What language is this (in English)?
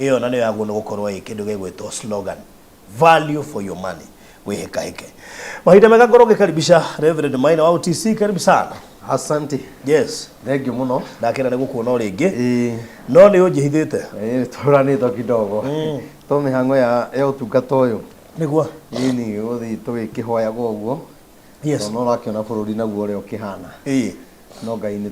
Kikuyu